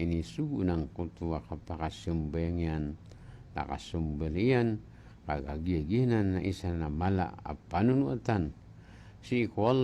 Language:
Maranao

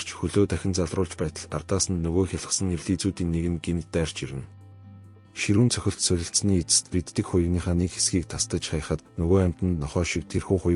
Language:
Mongolian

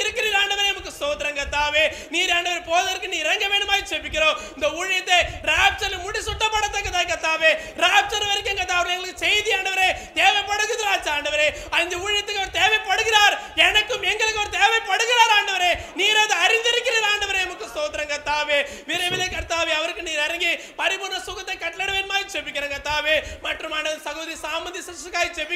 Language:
Tamil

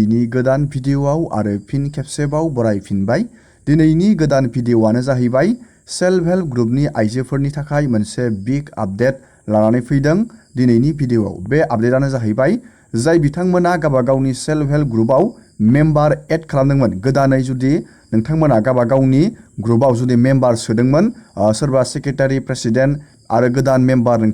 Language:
Bodo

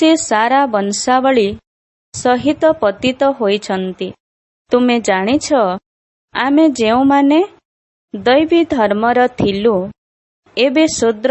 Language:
Odia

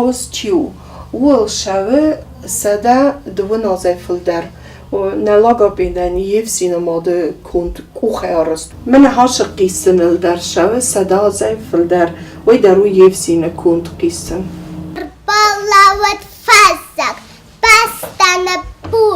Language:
Ossetic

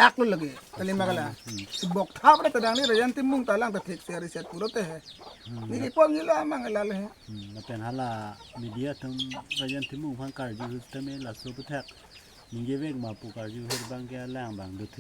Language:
Karbi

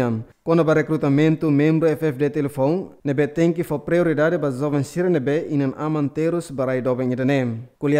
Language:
Tetum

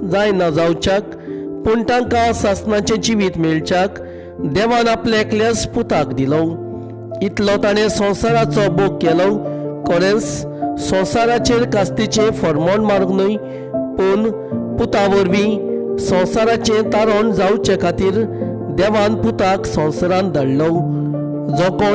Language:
Konkani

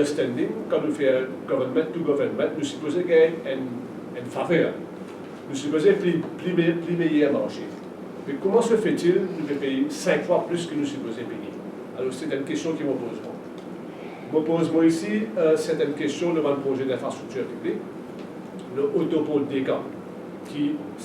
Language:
Morisyen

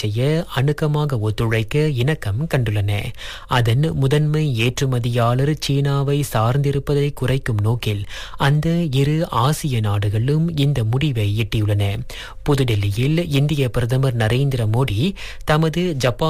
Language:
Tamil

